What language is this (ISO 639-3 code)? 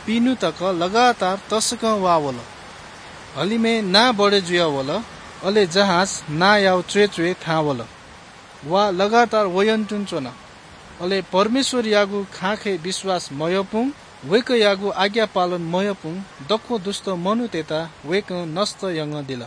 new